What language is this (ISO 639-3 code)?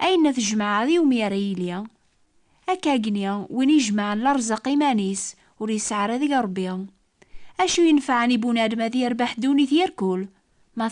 kab